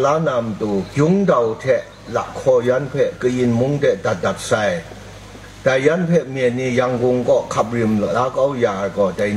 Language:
Kachin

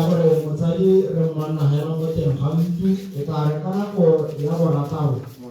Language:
Tswana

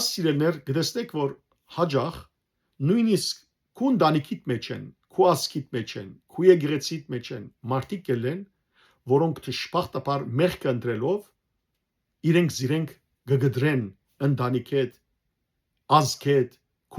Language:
Western Armenian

